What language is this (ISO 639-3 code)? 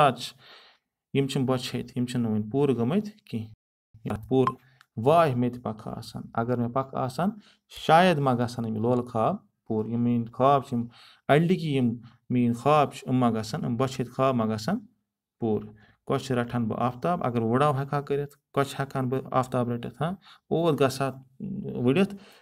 kas